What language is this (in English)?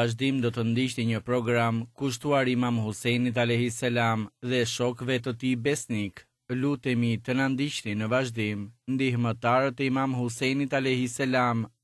Albanian